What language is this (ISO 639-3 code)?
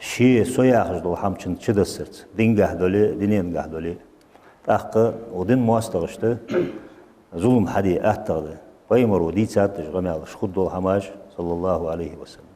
inh